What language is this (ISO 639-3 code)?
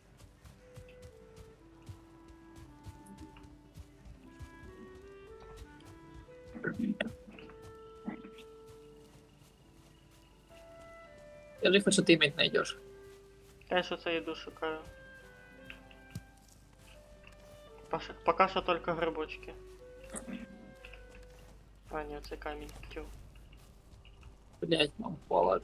ukr